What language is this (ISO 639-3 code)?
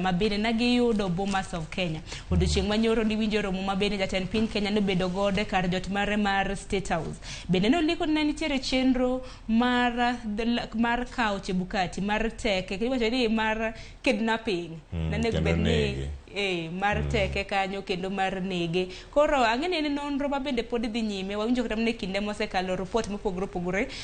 luo